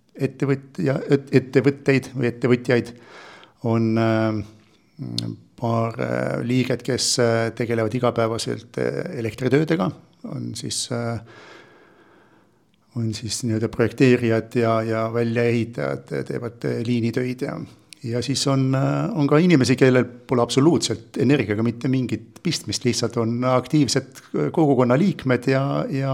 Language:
Estonian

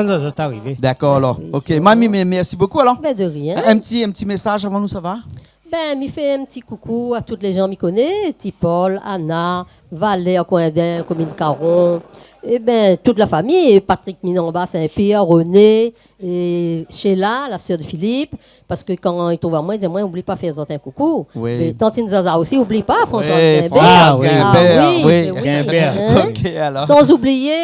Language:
Réunion Creole French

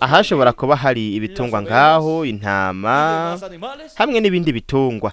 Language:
Rundi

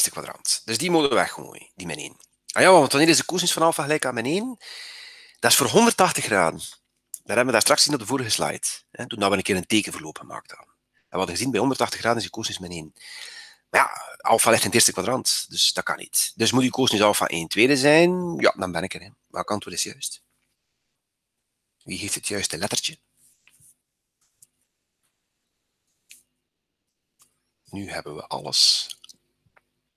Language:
Dutch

